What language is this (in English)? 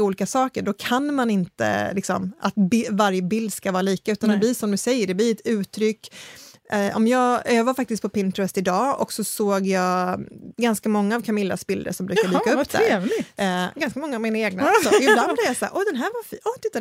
Swedish